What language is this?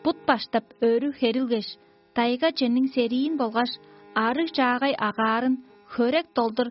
Tuvinian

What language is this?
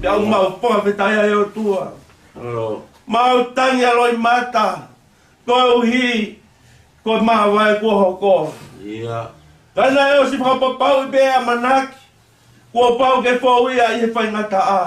Tongan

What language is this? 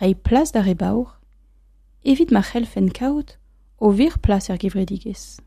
Breton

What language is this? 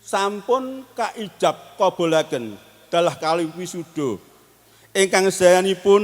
Javanese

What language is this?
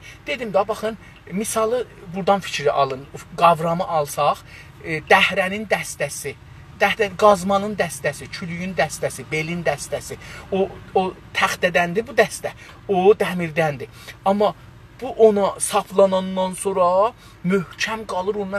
South Azerbaijani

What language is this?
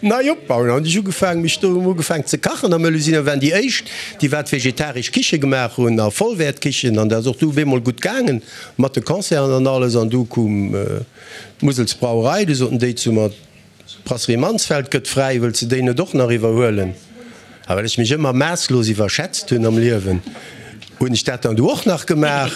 Luxembourgish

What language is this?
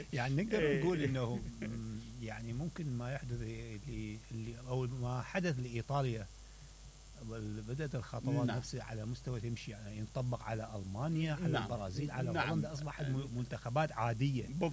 Mesopotamian Arabic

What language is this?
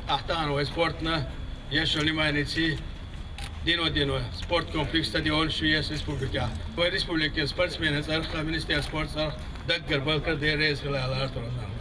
Chechen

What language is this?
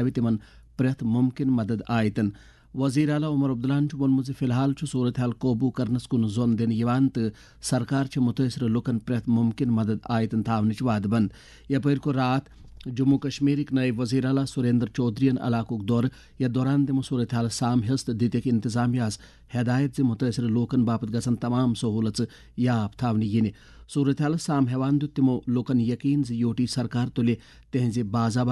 Kashmiri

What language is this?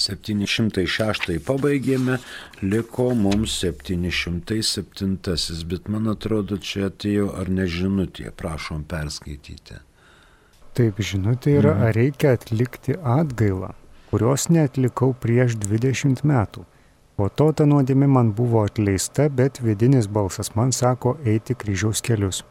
Lithuanian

